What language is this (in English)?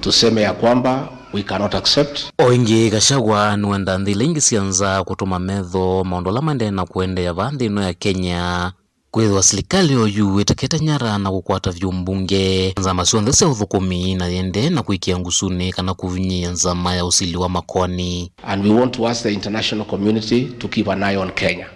Kamba